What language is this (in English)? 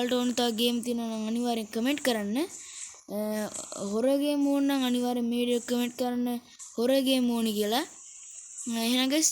Sinhala